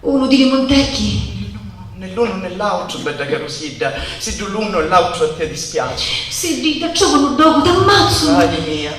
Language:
Sicilian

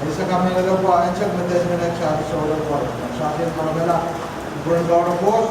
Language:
Pohnpeian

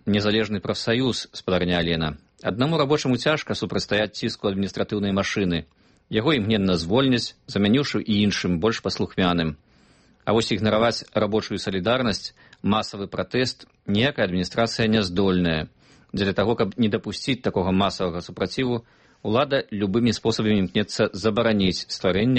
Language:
Belarusian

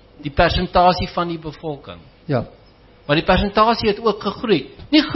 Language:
Afrikaans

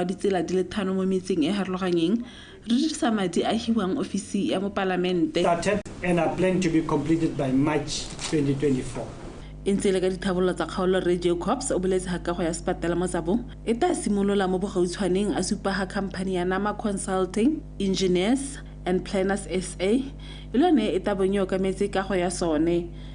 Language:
Tswana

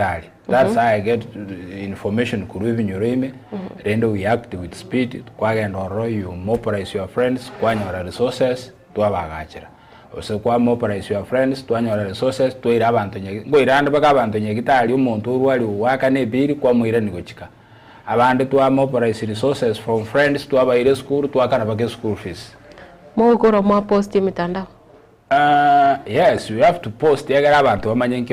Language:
Gusii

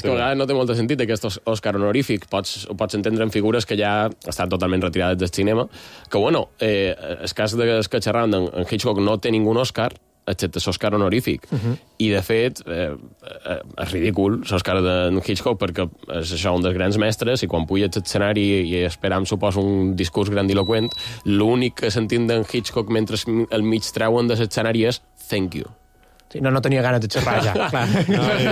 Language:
Catalan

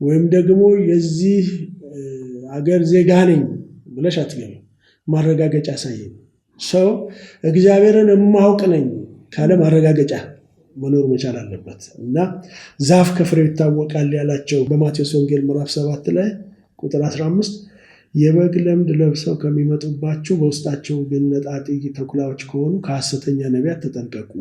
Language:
Amharic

